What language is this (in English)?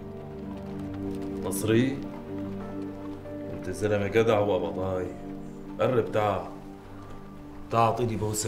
North Levantine Arabic